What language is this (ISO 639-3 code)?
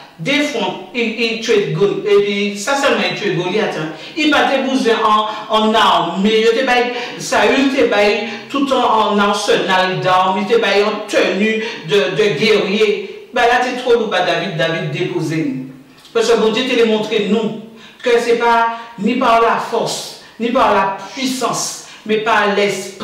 gcf